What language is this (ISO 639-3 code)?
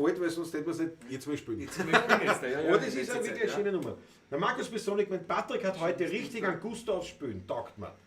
bar